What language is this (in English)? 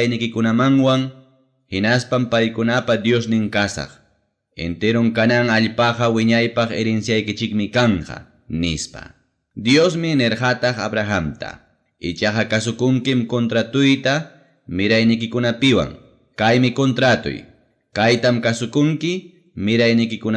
Ayacucho Quechua